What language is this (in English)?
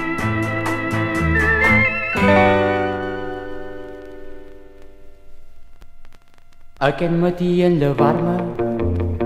Catalan